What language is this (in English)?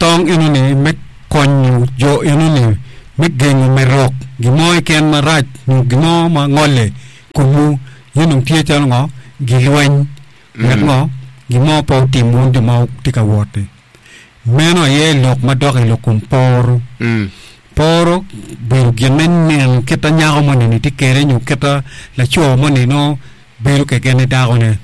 Acoli